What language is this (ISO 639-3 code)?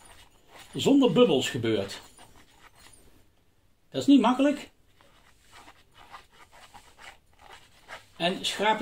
nld